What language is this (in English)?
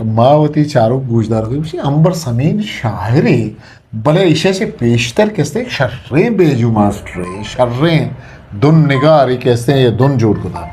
Eastern Balochi